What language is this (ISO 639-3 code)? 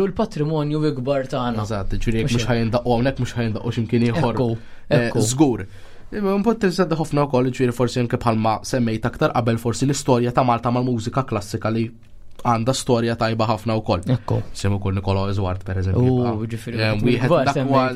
mlt